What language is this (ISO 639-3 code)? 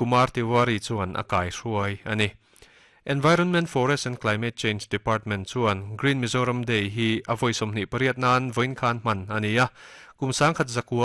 lus